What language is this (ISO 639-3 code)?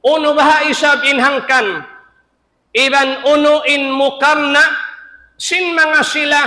tsg